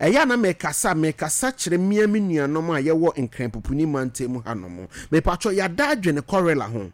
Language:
Akan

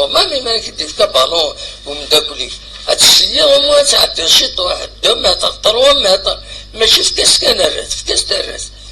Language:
Kabyle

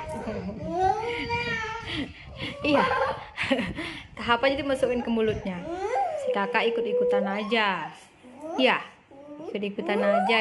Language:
Indonesian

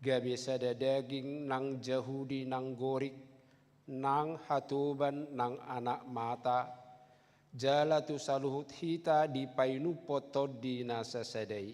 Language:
Batak Toba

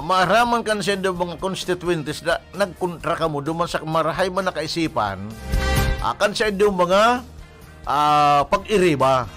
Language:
Bikol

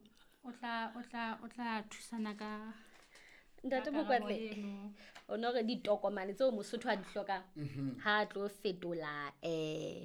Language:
Southern Sotho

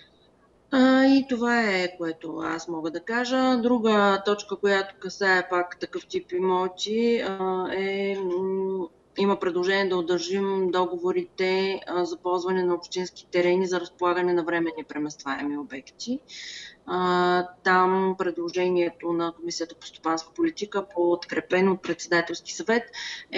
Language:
Bulgarian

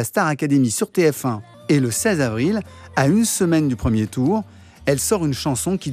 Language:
French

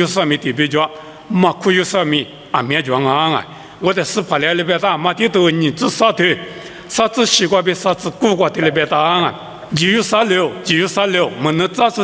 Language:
Lisu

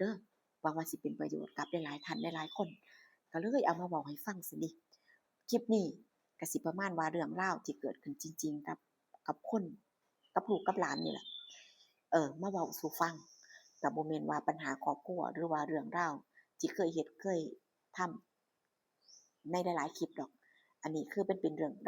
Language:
Northeastern Thai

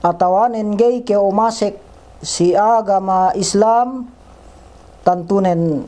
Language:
Yakan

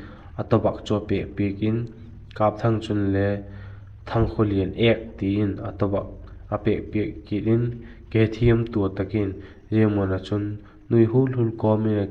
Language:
Vaiphei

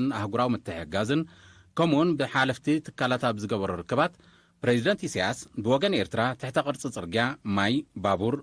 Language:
Tigrinya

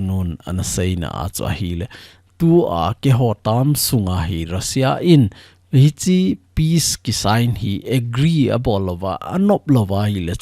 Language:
Thado Chin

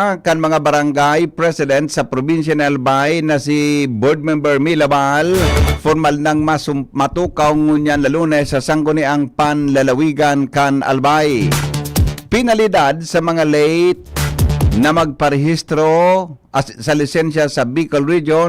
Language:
Bikol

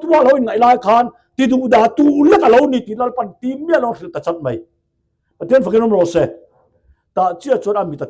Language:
Mizo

